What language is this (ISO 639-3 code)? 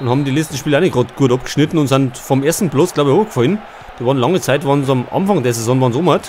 bar